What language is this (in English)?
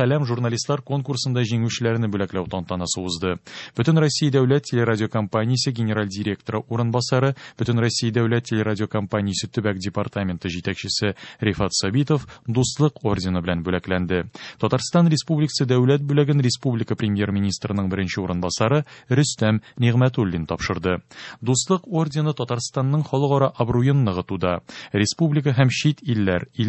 Tatar